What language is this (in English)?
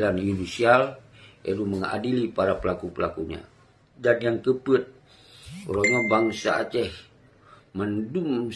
Achinese